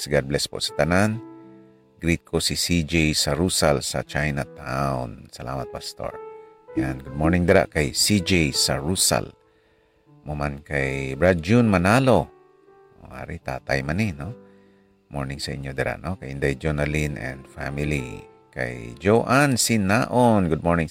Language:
Hiligaynon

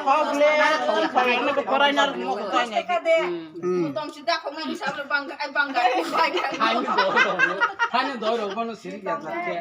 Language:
Kok Borok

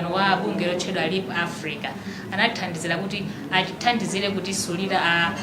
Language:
Nyanja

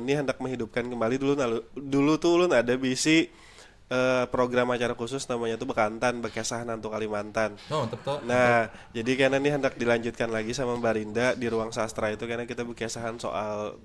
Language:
Banjar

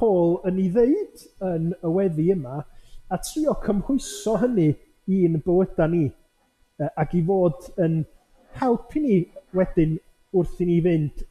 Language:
Welsh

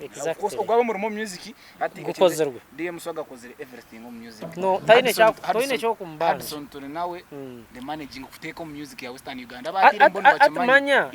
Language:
Nyankole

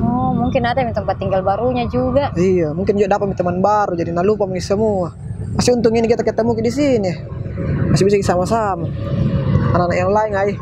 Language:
Makassar Malay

